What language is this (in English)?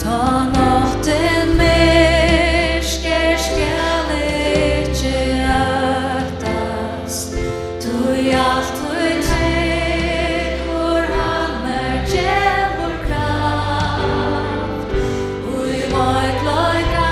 Faroese